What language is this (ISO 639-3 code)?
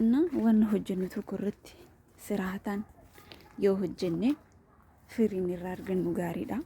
orm